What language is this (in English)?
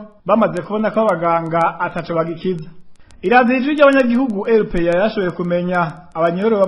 Rundi